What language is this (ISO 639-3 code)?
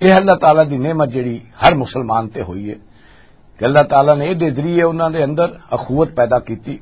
lah